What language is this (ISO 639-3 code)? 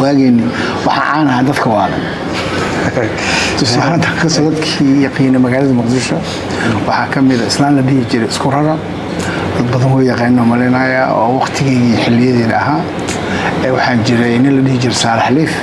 som